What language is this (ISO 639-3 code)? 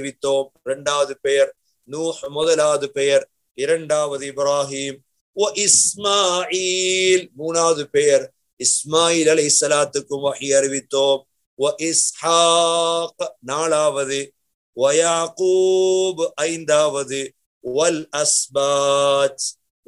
tam